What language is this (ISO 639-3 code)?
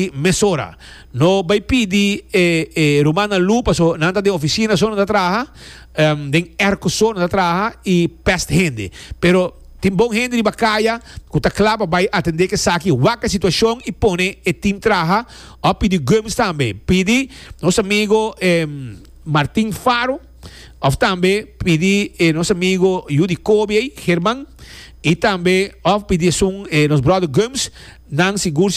pap